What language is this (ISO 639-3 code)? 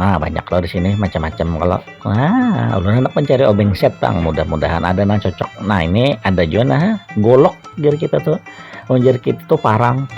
bjn